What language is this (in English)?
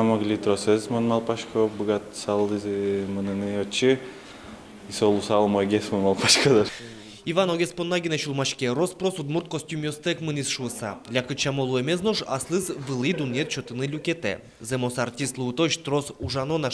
Udmurt